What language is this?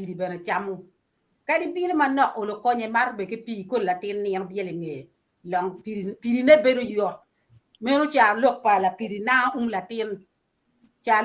Acoli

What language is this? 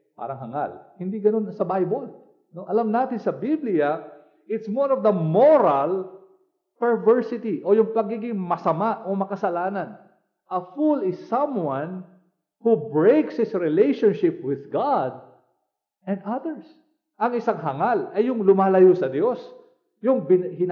Filipino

